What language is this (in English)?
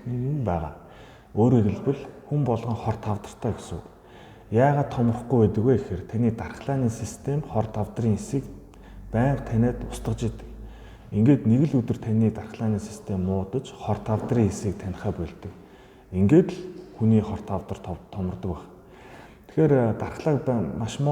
Mongolian